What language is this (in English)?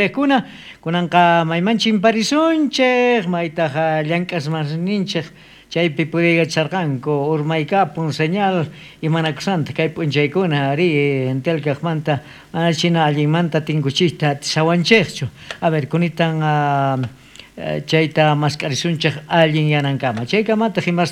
South Bolivian Quechua